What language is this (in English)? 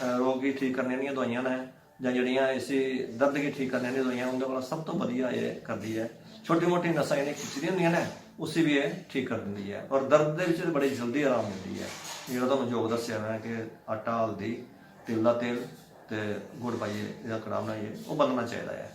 Dogri